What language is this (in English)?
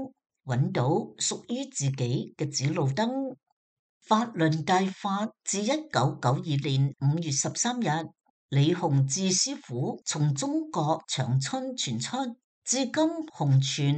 Cantonese